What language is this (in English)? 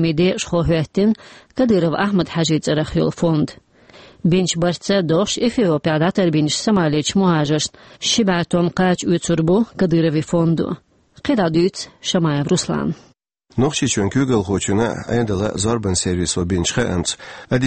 Chechen